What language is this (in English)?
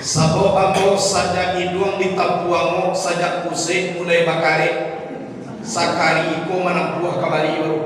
Minangkabau